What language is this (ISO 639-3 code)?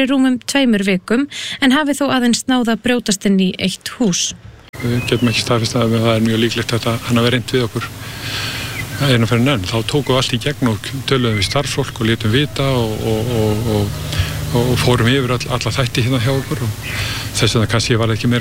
isl